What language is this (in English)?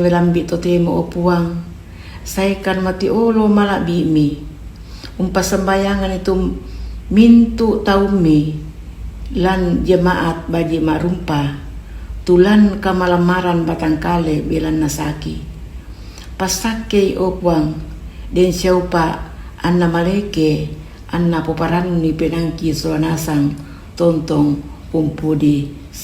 Toraja-Sa'dan